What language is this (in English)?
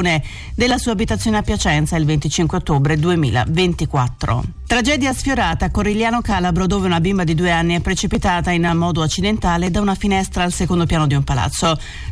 Italian